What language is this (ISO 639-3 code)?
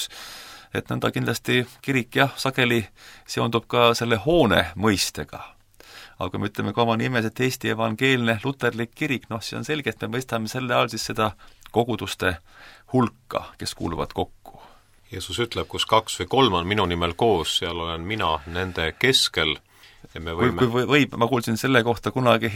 est